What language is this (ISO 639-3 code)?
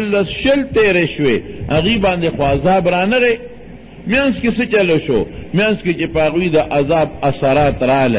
pus